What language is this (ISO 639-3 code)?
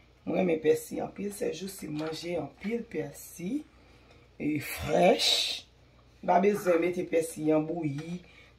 hat